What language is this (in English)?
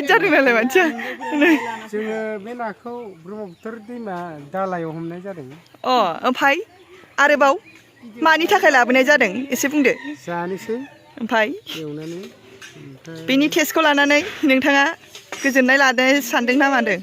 Bodo